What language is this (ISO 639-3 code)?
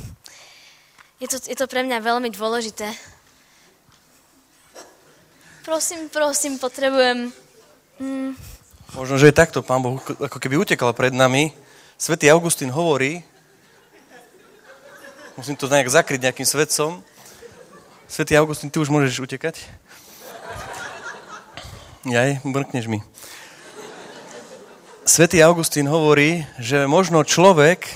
slk